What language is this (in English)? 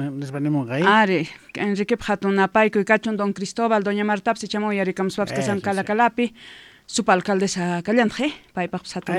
South Bolivian Quechua